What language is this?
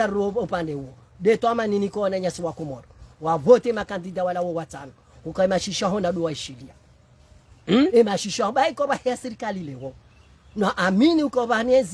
Ngazidja Comorian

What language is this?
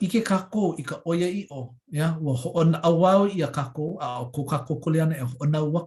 Hawaiian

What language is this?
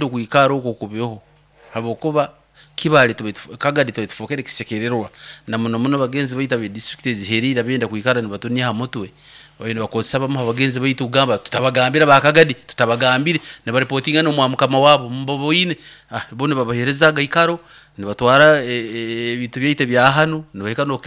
Nyoro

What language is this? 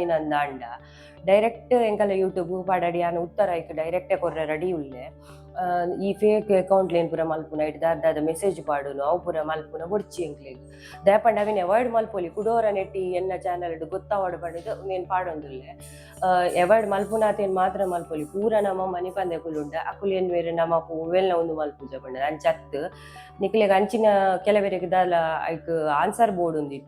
Tulu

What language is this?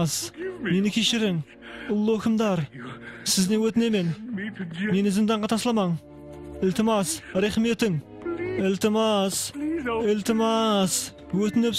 Kara-Kalpak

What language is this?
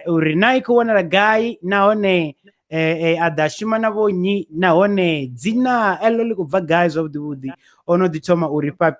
Venda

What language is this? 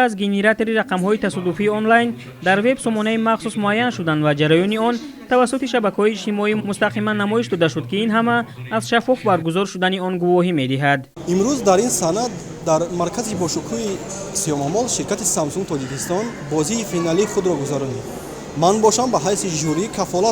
Tajik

